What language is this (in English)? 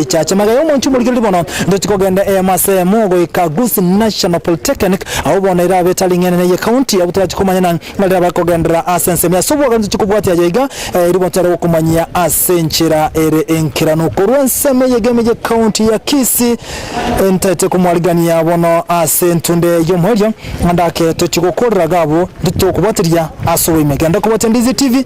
Gusii